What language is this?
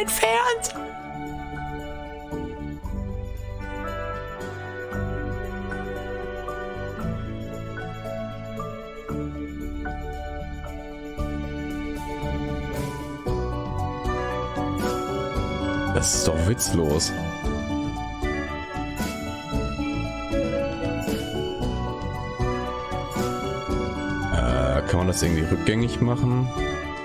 German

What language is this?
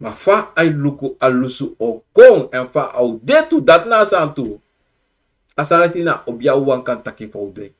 Sranan Tongo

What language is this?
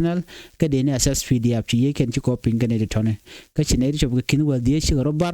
Nuer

